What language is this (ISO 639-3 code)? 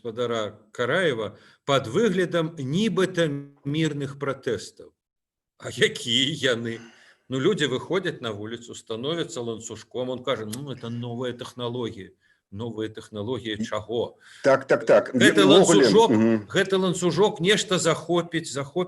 bel